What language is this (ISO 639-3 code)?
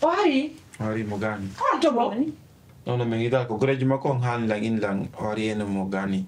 fuf